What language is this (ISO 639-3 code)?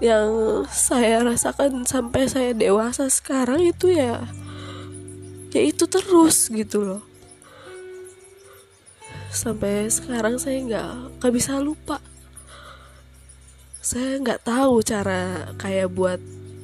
ind